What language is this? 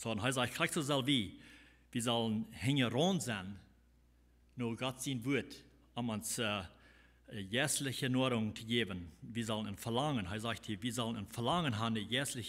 Plautdietsch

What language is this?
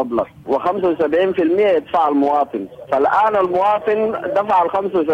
Sudanese Arabic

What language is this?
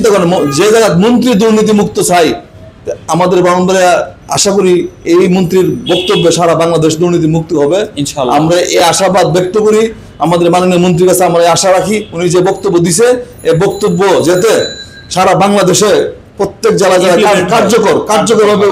Bangla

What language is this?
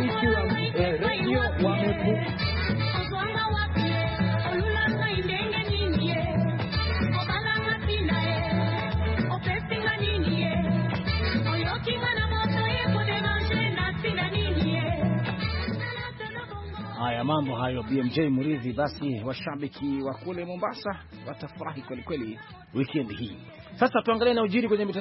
Swahili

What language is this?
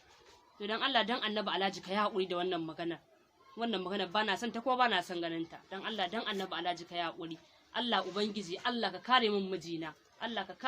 Hausa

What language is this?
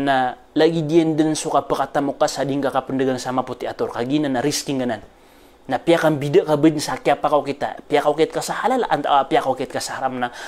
Maranao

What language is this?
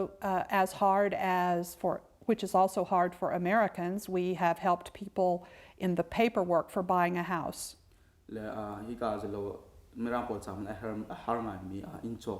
Hakha Chin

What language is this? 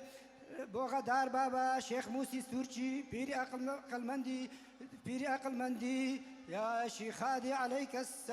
Kurdish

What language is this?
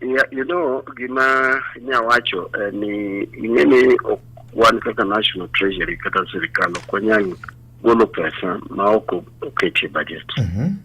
Luo (Kenya and Tanzania)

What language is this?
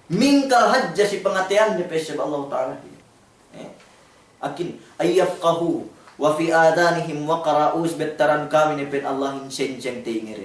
Yakan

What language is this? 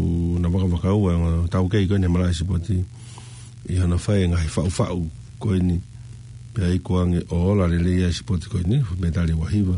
Tongan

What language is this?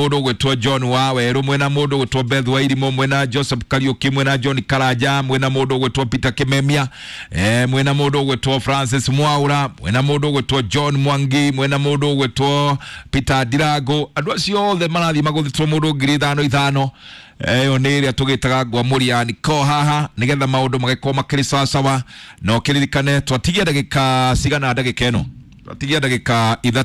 Kikuyu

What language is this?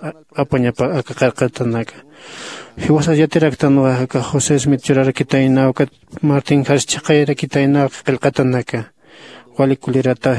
Aymara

